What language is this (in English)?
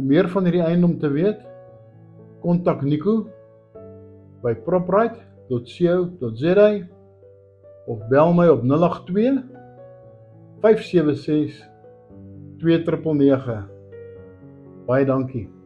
Afrikaans